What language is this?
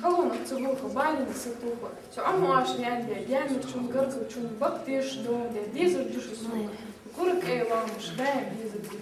Ingush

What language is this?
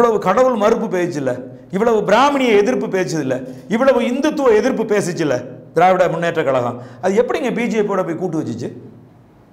Tamil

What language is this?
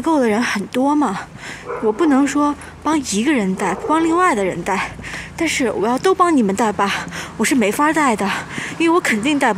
Chinese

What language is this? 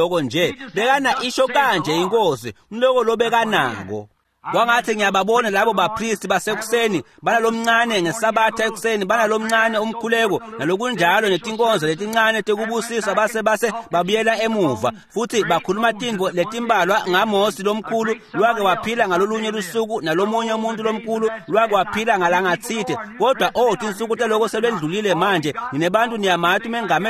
Swati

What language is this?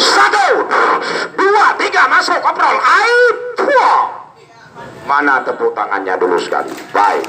Achinese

